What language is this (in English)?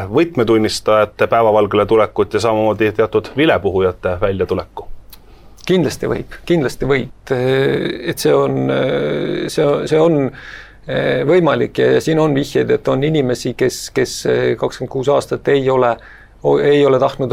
Estonian